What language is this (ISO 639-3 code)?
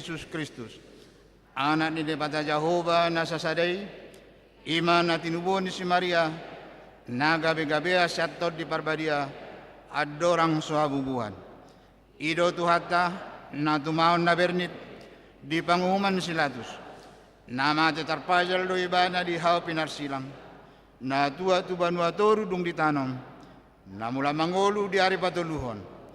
bbc